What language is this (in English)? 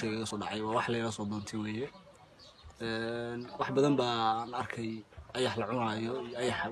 Somali